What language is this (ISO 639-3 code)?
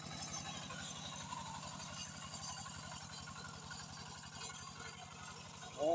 lao